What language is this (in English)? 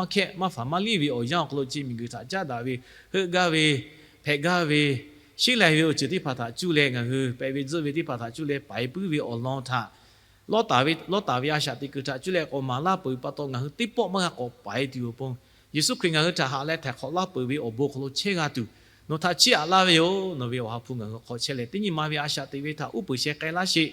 Lahu